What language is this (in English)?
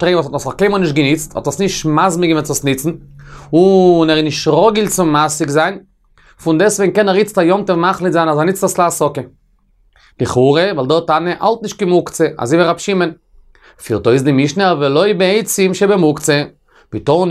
Yiddish